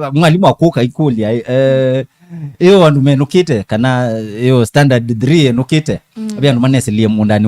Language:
Kamba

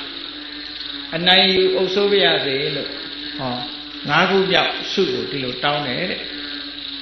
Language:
Burmese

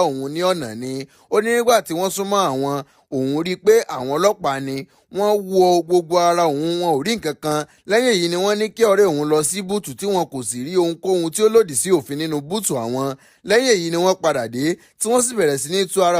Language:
Yoruba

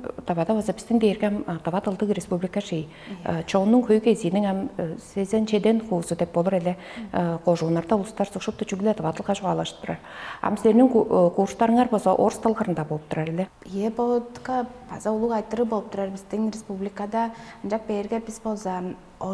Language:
Tuvinian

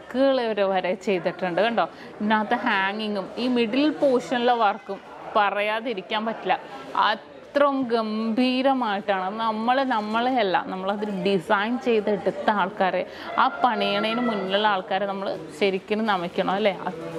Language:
Malayalam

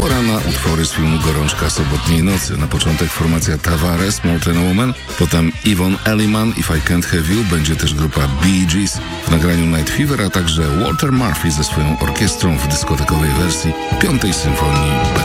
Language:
Polish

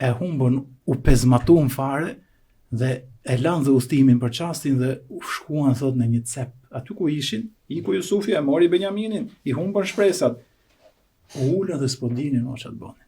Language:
Albanian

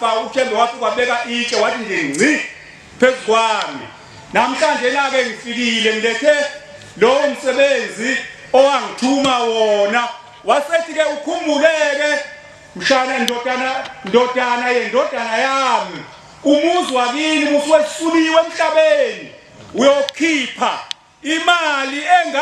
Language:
Zulu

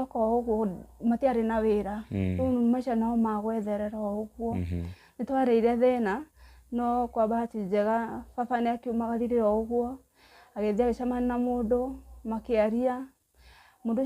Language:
Kikuyu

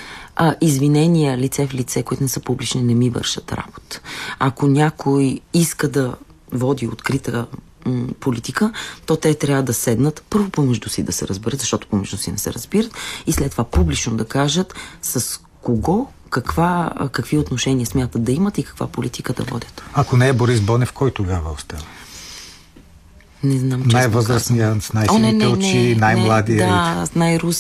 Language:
Bulgarian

